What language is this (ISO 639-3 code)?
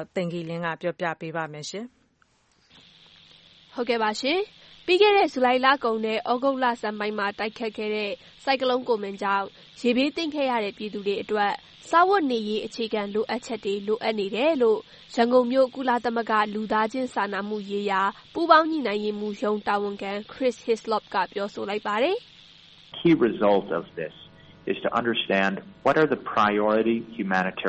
mya